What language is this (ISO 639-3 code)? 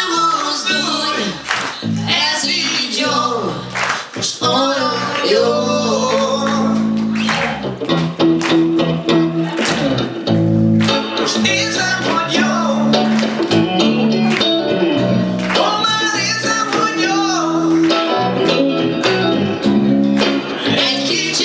hun